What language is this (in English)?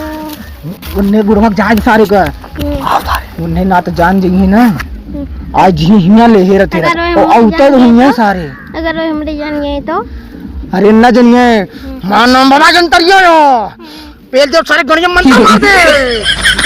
Awadhi